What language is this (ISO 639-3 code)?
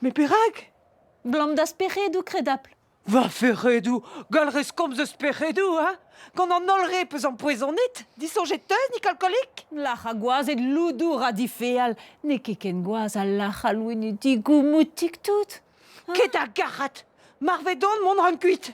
bre